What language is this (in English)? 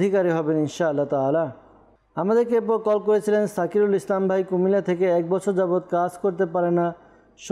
Bangla